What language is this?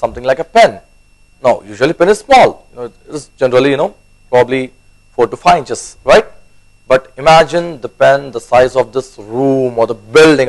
English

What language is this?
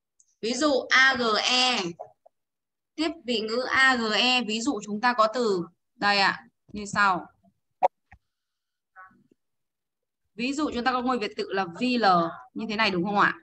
Vietnamese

